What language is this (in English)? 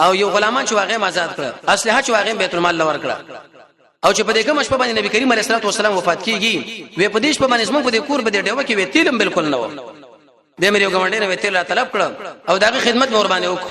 Pashto